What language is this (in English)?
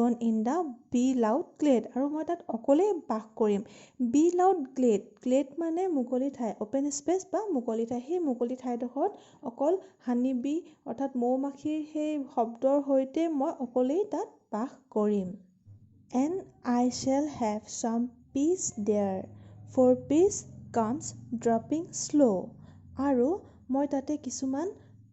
Assamese